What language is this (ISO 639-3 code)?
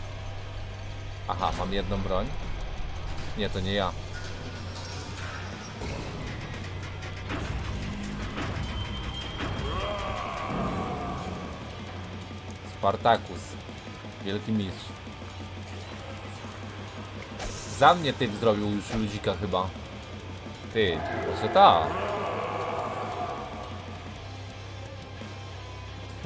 pol